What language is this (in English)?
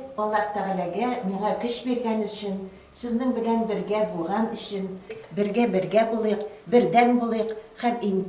Tatar